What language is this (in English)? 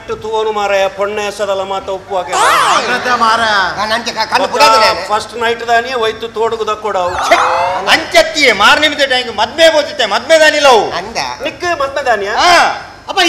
Tulu